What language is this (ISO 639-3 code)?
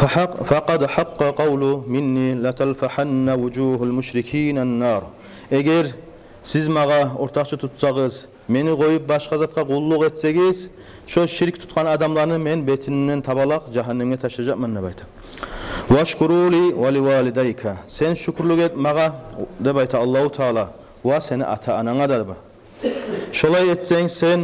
kum